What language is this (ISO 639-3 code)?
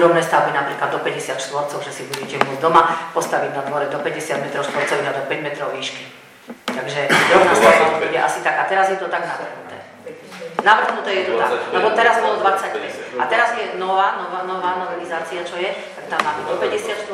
slk